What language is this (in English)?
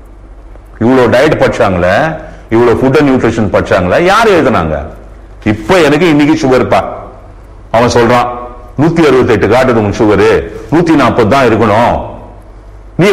Tamil